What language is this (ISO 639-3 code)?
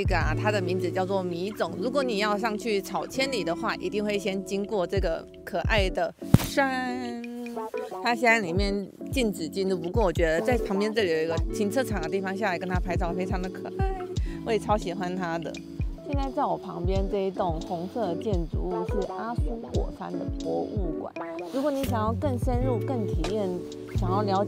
zho